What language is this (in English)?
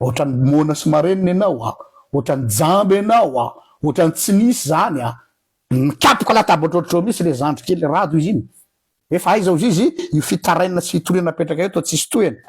Malagasy